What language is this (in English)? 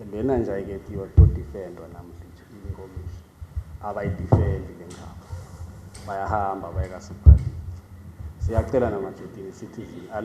Swati